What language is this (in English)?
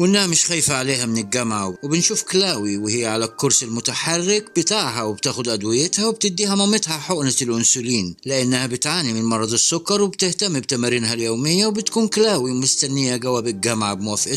Egyptian Arabic